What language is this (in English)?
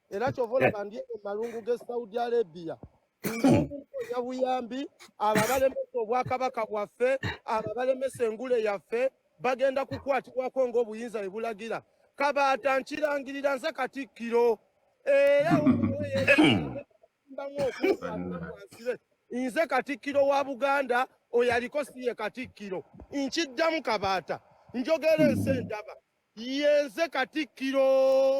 Ganda